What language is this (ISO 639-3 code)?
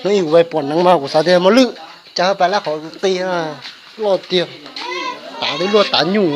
hmn